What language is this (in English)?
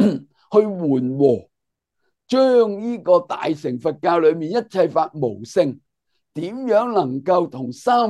Cantonese